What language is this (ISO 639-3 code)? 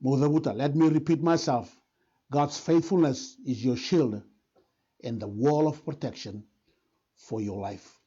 fij